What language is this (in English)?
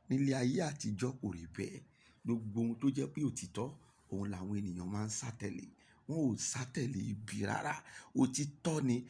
Yoruba